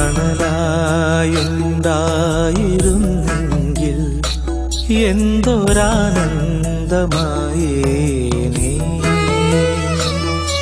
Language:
Malayalam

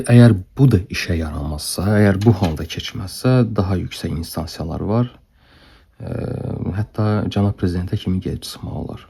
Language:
Azerbaijani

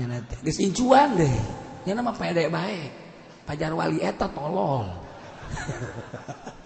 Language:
Sundanese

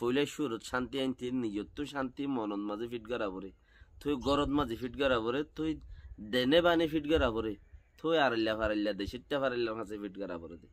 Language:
Rohingya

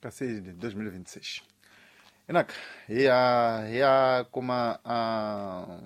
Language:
Tsonga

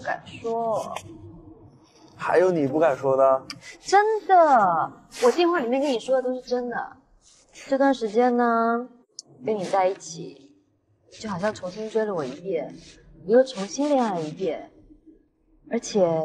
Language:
Chinese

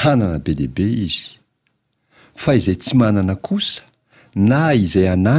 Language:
Malagasy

